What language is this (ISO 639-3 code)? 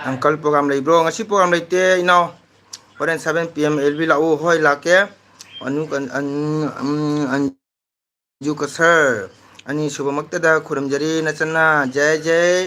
mni